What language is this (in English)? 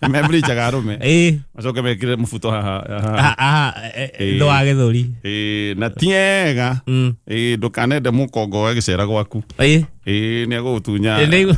Kikuyu